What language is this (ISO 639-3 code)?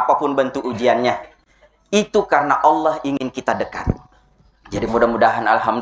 bug